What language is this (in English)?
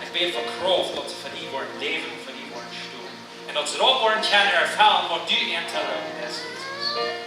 Plautdietsch